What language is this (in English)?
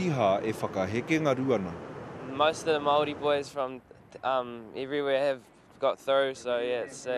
Māori